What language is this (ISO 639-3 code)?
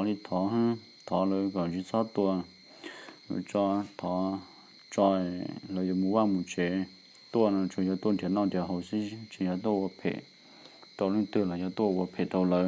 hmn